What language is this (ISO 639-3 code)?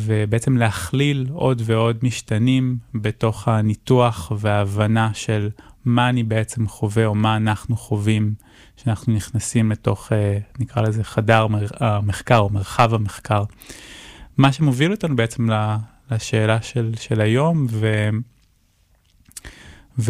heb